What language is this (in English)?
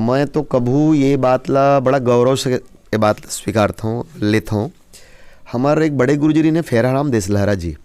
Chhattisgarhi